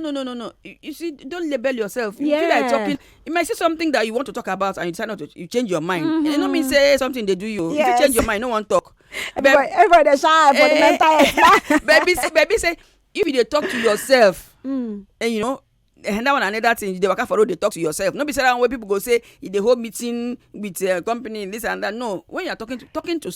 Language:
Nigerian Pidgin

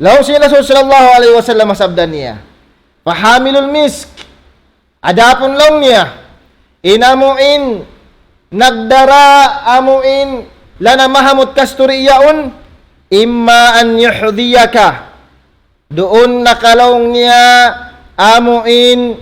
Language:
Tausug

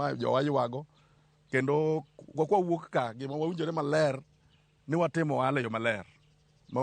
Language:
Luo (Kenya and Tanzania)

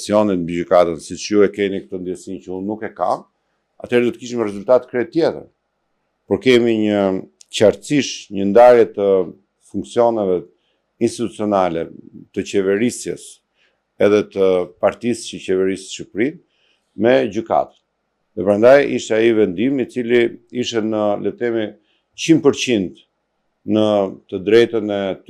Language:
Albanian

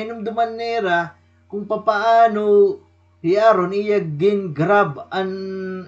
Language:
Waray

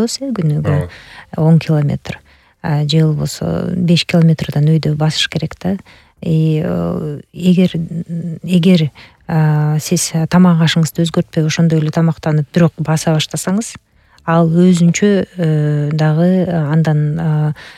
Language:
Kyrgyz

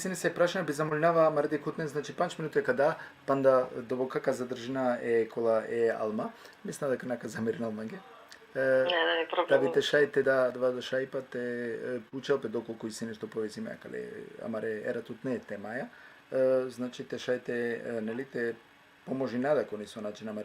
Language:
Balkan Romani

